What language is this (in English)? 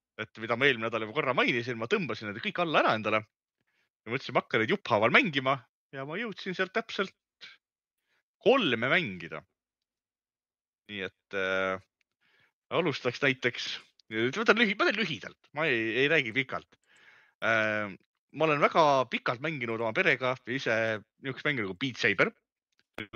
Estonian